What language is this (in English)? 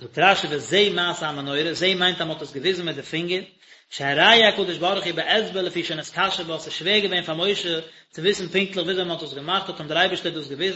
Yiddish